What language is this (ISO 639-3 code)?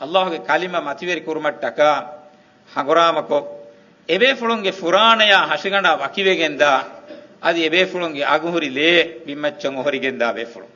div